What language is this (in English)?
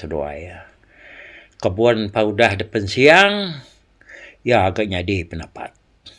Iban